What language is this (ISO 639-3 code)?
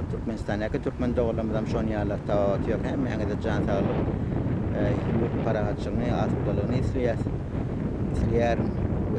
tuk